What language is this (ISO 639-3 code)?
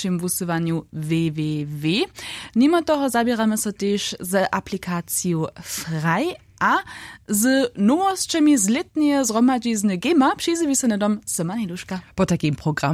hsb